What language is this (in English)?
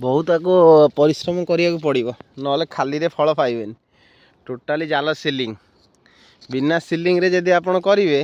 Odia